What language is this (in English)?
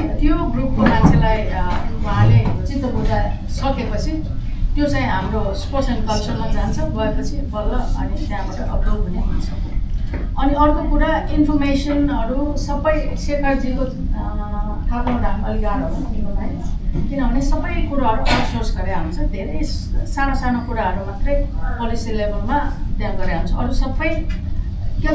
Nepali